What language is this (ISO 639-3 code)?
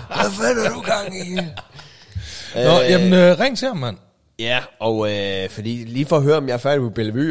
dan